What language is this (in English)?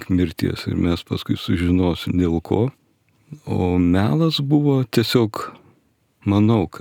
Lithuanian